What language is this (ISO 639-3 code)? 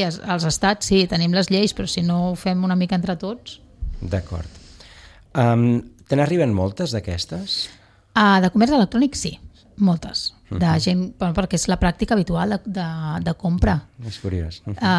cat